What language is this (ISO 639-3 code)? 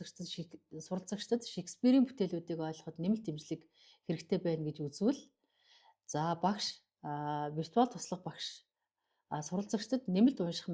mon